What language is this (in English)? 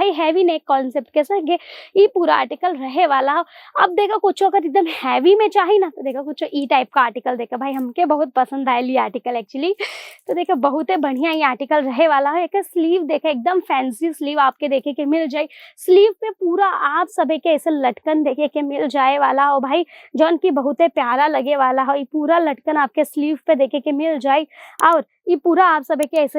Bhojpuri